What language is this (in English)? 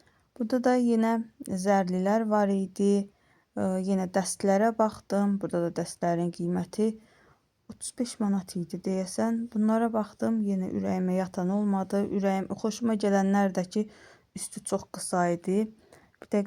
Azerbaijani